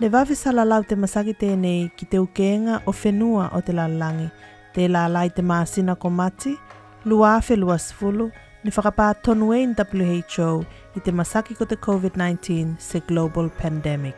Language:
Tuvalu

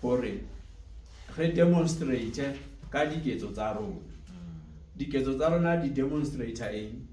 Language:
Zulu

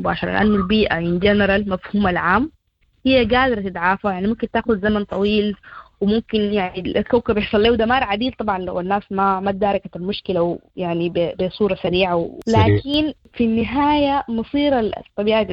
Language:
Sudanese Arabic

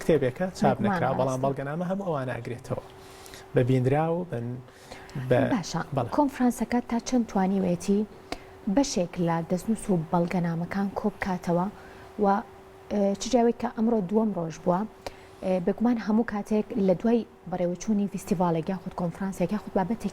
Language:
Central Kurdish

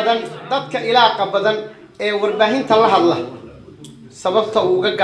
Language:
Somali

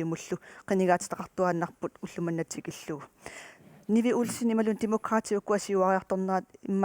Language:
Kalaallisut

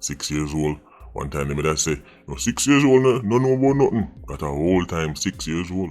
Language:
Jamaican Creole English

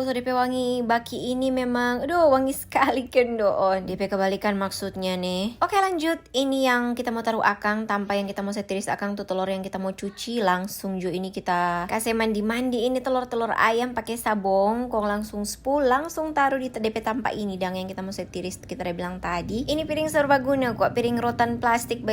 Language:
Manado Malay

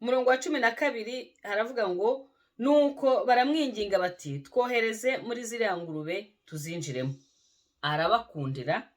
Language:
Kinyarwanda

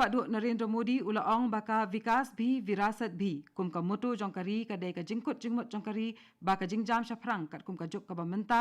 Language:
Khasi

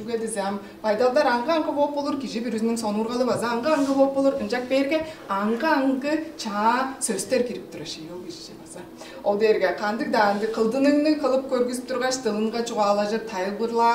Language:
Tuvinian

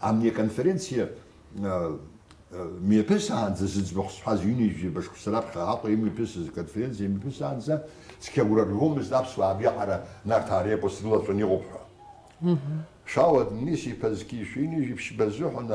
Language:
Abkhazian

